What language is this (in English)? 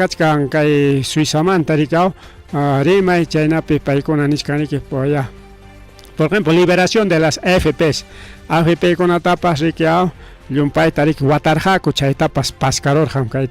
Ayacucho Quechua